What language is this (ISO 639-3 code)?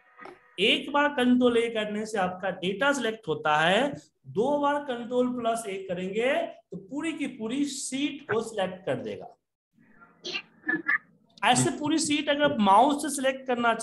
hin